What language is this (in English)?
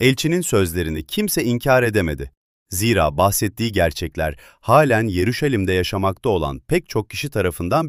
Turkish